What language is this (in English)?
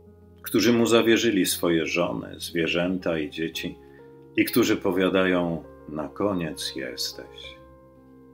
Polish